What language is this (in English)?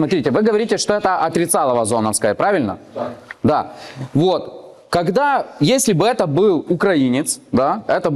Russian